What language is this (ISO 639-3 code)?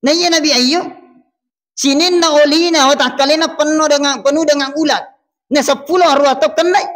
bug